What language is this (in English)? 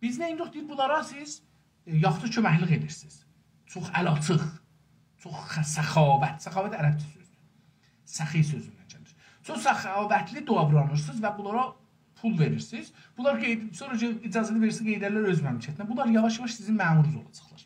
South Azerbaijani